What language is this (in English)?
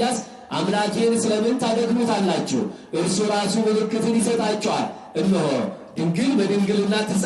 Amharic